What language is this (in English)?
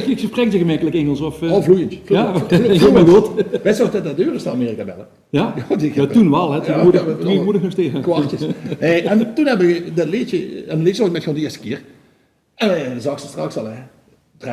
Limburgish